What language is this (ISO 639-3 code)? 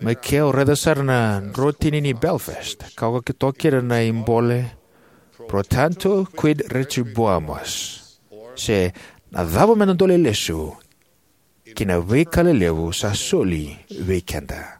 fij